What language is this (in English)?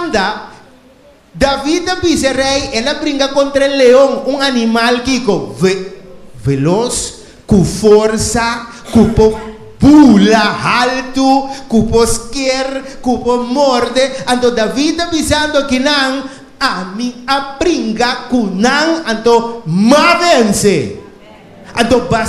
Papiamento